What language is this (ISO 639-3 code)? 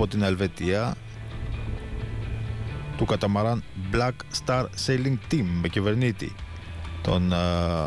ell